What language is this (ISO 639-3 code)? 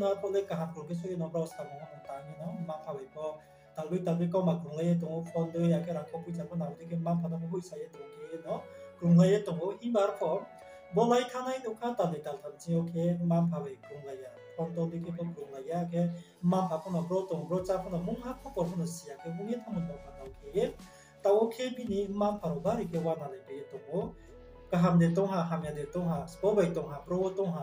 ria